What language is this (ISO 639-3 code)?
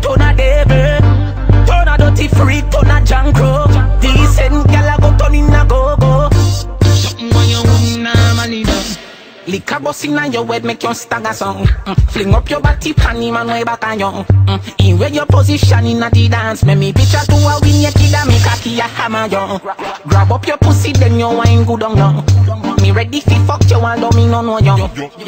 jam